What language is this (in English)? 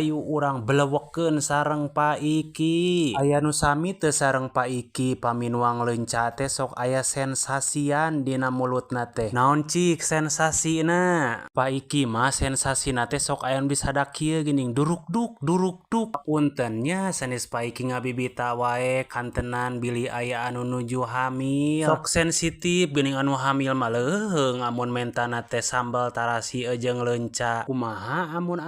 Sundanese